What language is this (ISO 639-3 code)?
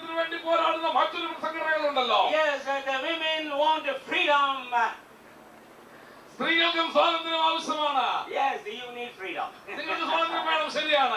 mal